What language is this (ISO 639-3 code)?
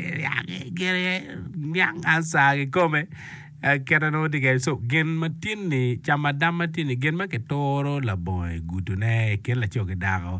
ach